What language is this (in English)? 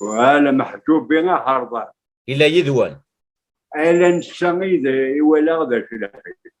Kabyle